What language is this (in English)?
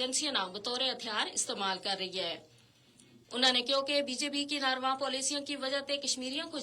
Gujari